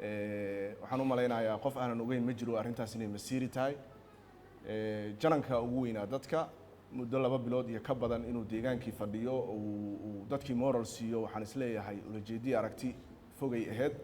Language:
Somali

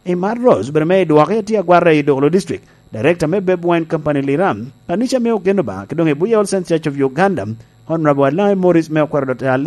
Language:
Lango (Uganda)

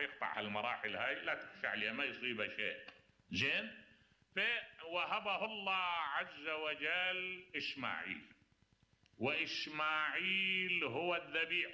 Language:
Mesopotamian Arabic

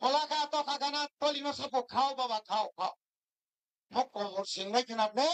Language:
Kok Borok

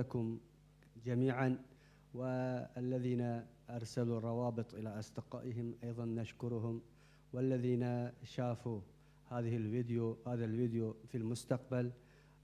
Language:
Moroccan Arabic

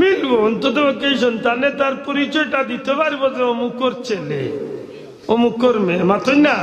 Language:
Sylheti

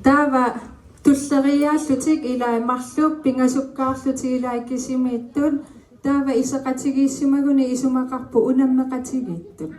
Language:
Kalaallisut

